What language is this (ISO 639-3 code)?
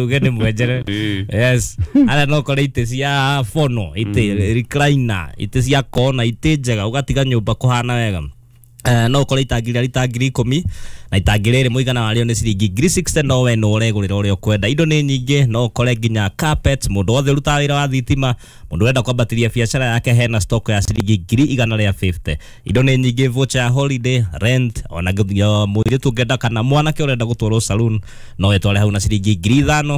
kik